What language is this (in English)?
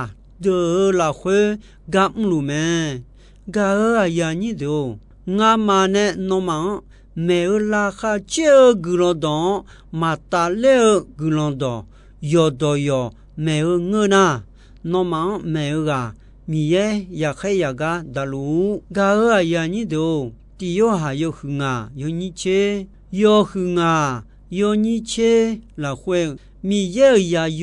Akha